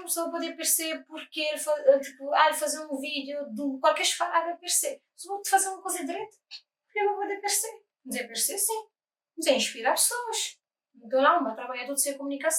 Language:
Kabuverdianu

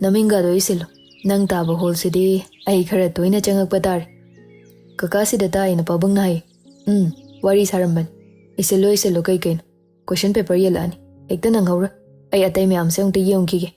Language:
Manipuri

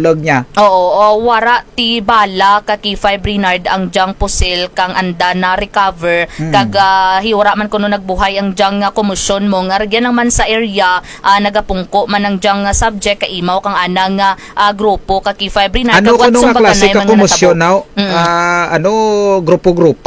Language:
Kinaray-a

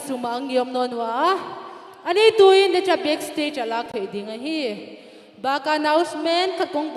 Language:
Tedim Chin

